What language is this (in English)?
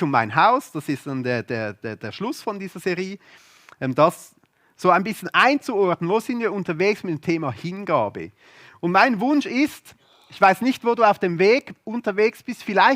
Swiss German